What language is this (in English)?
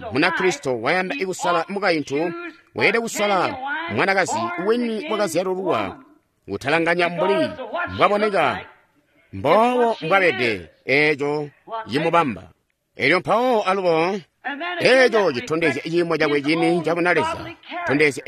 Tonga (Zambia)